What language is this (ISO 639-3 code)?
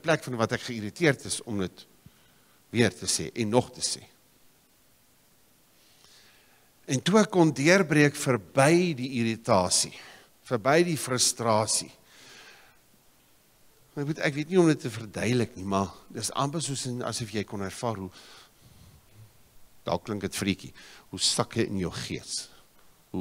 afr